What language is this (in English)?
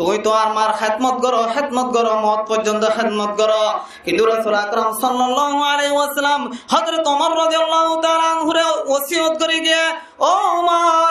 Rohingya